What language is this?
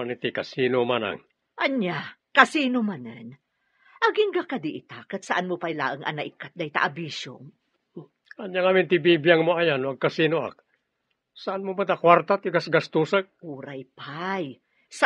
Iloko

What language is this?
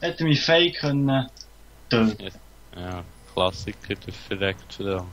Swiss German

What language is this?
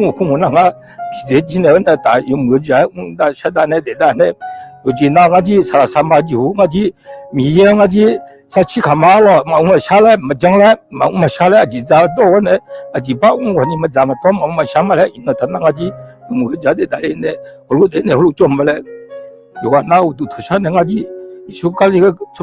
Akha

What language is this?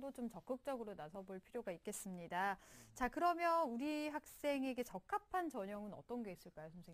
Korean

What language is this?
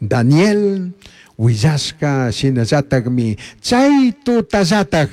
Chimborazo Highland Quichua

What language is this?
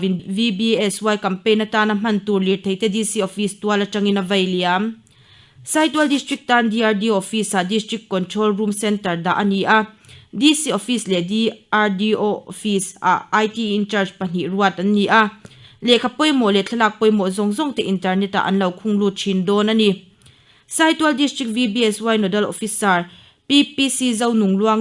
Mizo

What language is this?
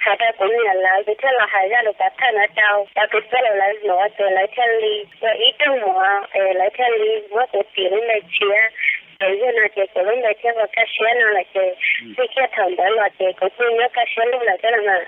Hmong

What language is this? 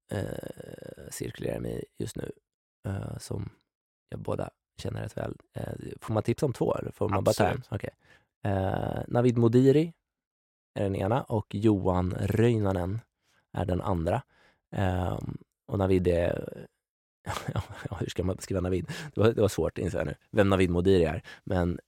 Swedish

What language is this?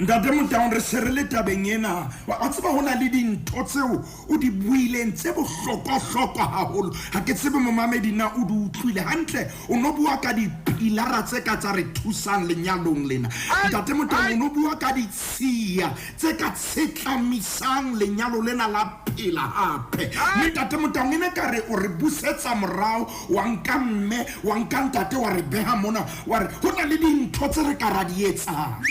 Southern Sotho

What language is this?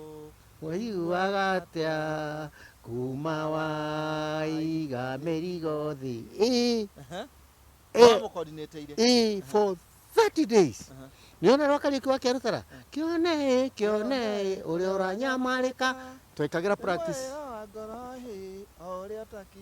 Kikuyu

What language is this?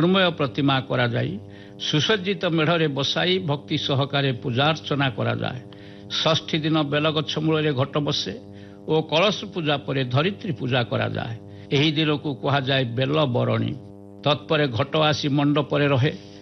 Odia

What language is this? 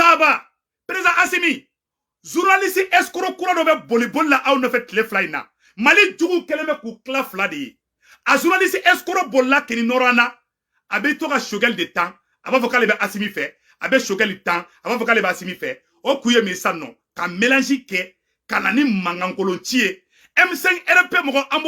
Bambara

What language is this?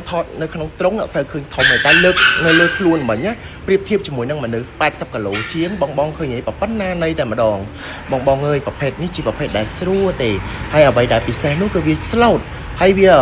Khmer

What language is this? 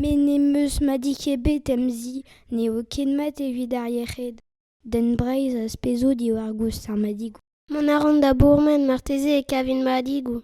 Breton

